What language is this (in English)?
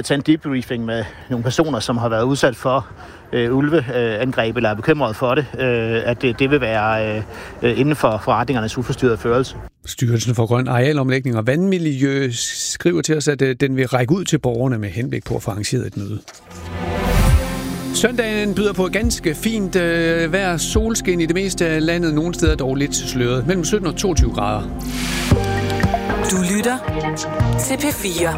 Danish